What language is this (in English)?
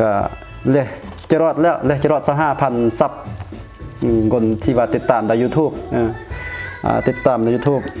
Lao